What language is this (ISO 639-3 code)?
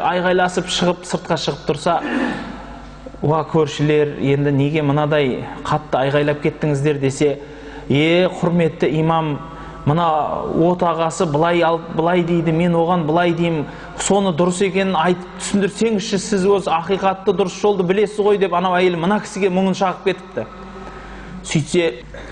kaz